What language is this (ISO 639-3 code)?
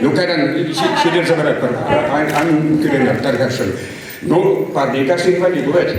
chv